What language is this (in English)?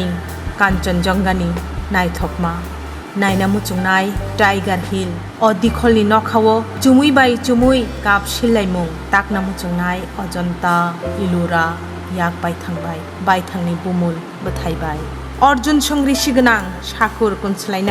Kok Borok